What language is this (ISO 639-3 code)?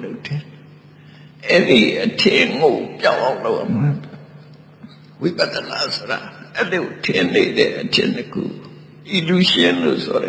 mya